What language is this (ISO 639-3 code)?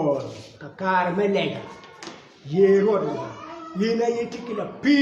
ach